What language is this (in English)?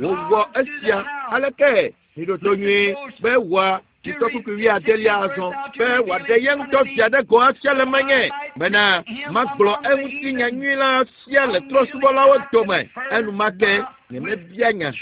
Ewe